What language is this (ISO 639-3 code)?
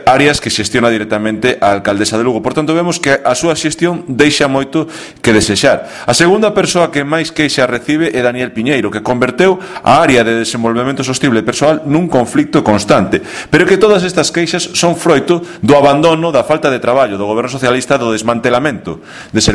glg